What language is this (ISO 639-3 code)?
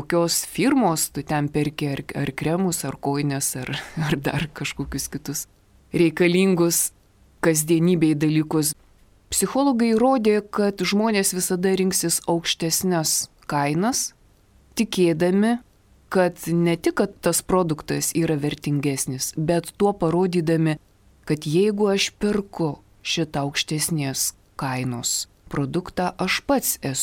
lit